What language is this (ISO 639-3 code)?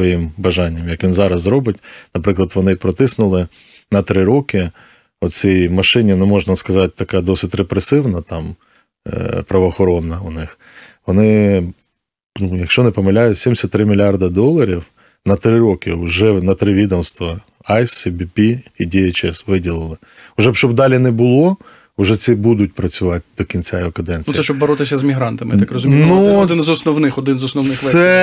ukr